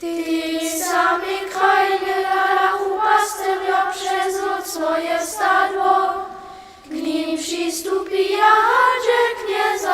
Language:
Upper Sorbian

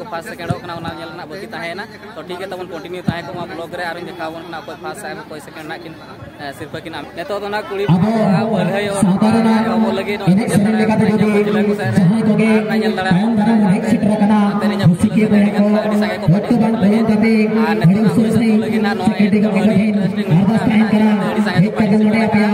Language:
Santali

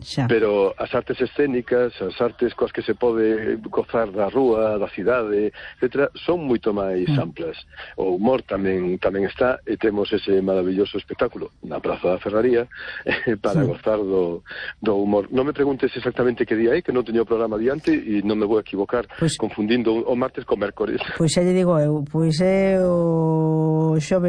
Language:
Galician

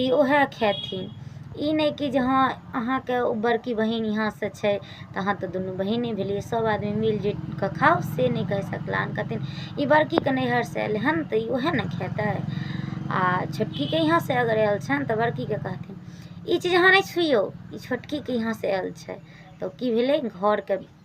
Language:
Maithili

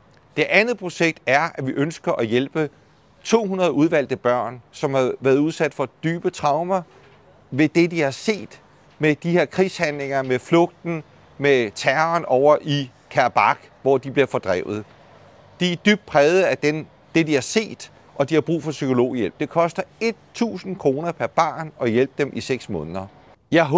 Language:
Danish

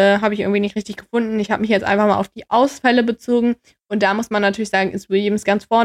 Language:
German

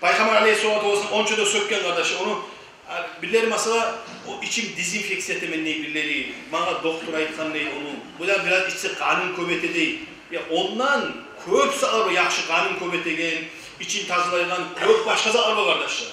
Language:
Kumyk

